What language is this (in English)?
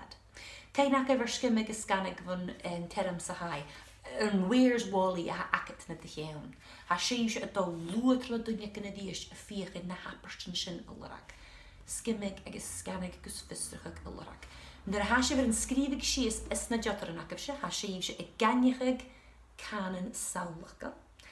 Scottish Gaelic